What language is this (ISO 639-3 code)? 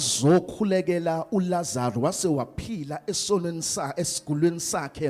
zul